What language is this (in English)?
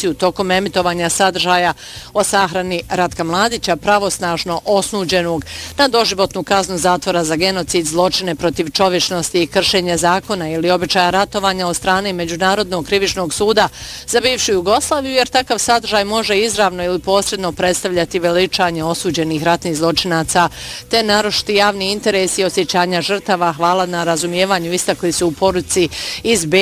Bosnian